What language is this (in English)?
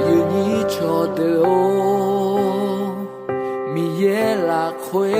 Akha